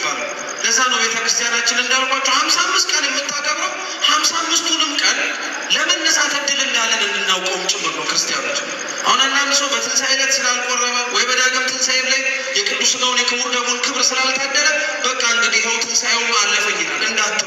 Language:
Amharic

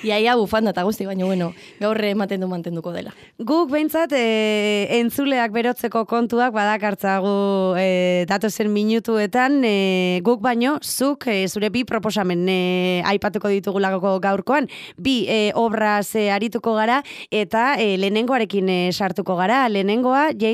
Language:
Basque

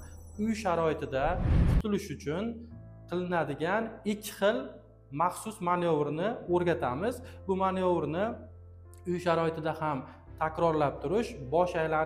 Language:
Uzbek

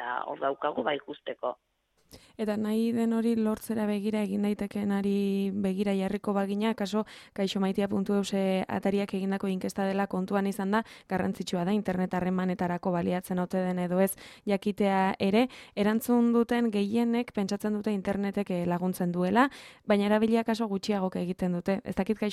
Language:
Basque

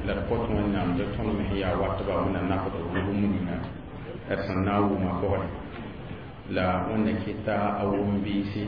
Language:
Mossi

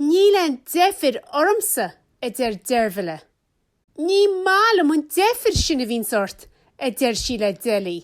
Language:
Irish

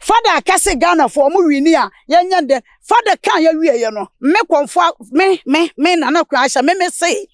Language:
Akan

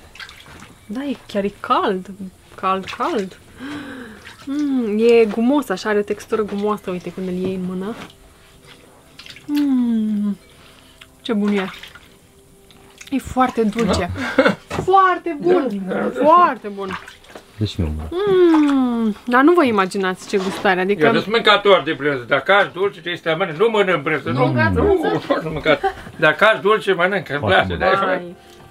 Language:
Romanian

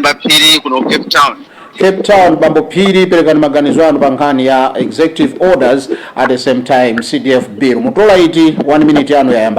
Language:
Nyanja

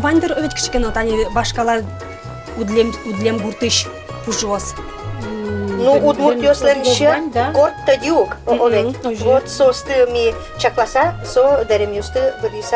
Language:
Udmurt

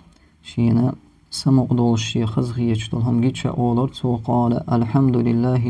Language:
Chechen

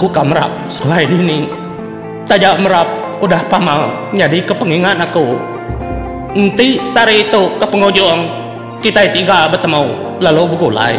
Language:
Iban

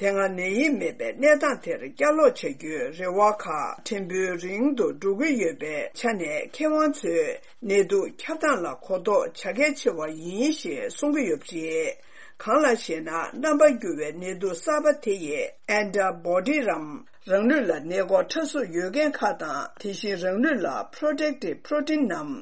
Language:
Tibetan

